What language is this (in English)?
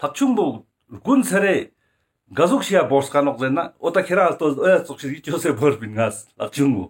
Ladakhi